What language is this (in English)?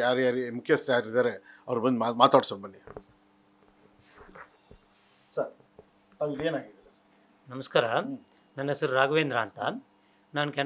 Kannada